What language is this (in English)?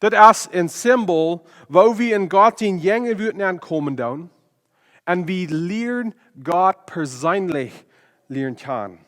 Plautdietsch